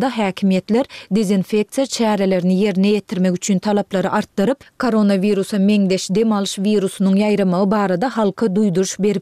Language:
Turkmen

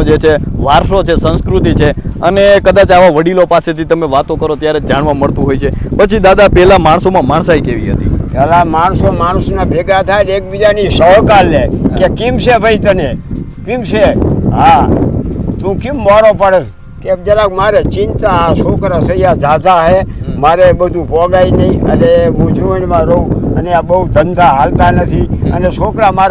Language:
Gujarati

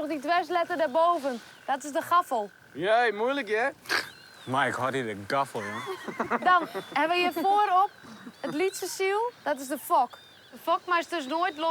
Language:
Western Frisian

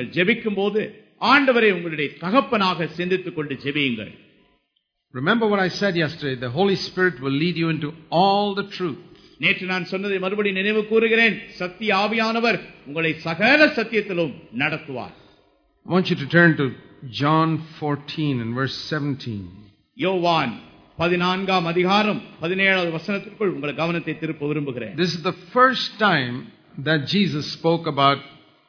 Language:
Tamil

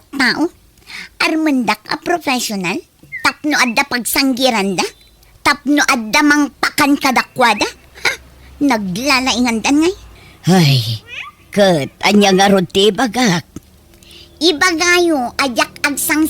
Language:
Iloko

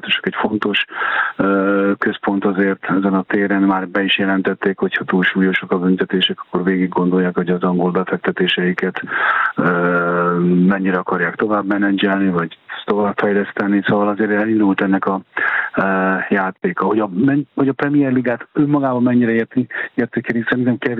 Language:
Hungarian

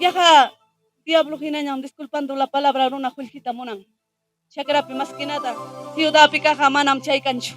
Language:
Ayacucho Quechua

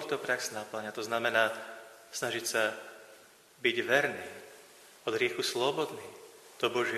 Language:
Slovak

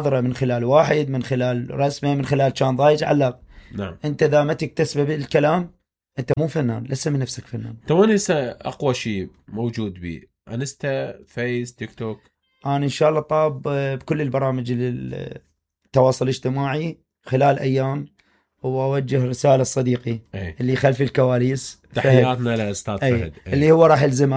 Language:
Mesopotamian Arabic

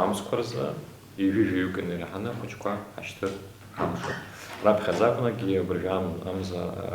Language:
Abkhazian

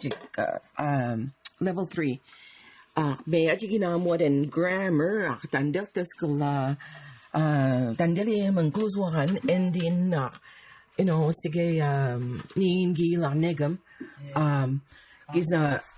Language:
Mi'kmaw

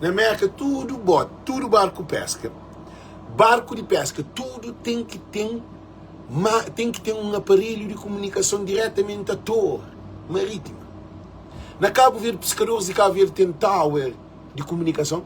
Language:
Kabuverdianu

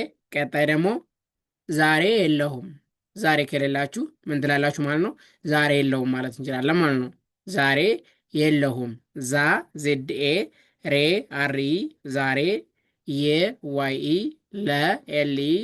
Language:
Amharic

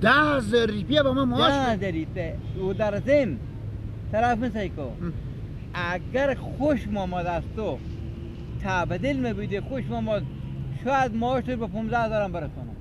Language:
Persian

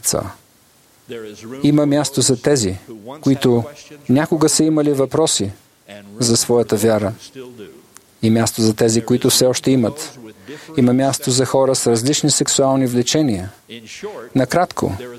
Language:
Bulgarian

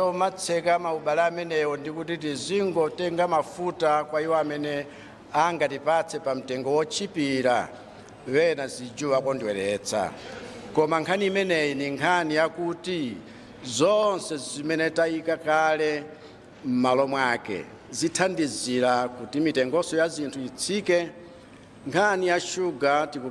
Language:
Nyanja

